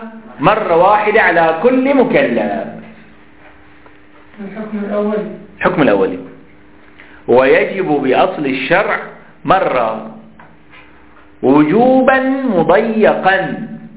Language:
Arabic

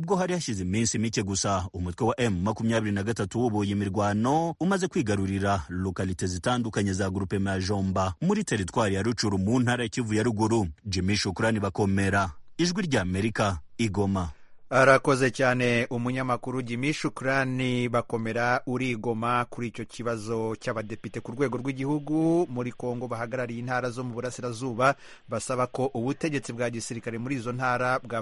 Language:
Kinyarwanda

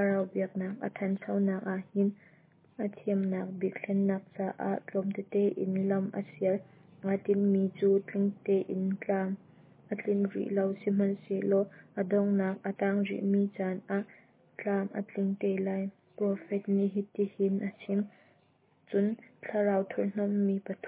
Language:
Hakha Chin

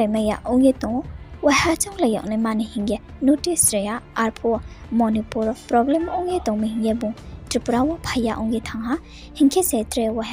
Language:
Riang (India)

